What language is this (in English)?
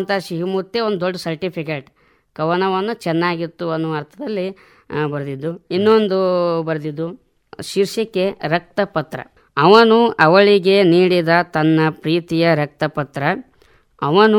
Kannada